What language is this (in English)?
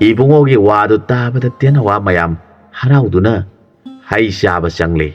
Manipuri